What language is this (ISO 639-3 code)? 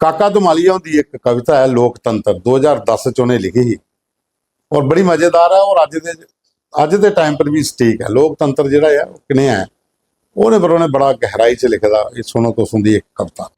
doi